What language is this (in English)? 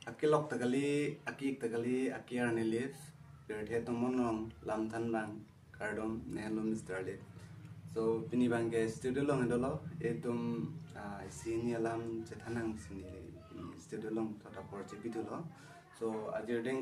Karbi